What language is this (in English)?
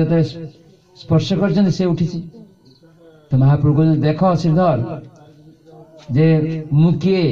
Odia